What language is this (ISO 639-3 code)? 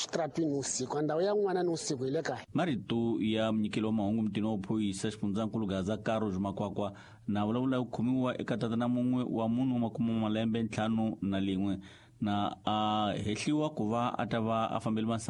tso